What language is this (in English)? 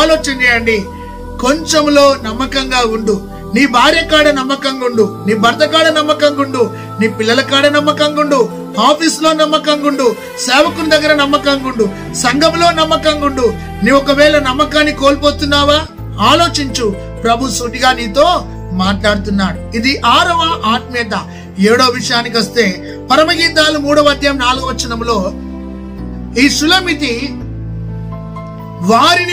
Telugu